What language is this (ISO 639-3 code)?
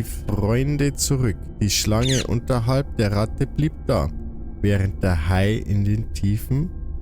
bar